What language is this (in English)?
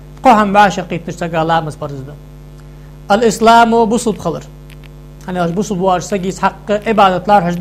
Ingush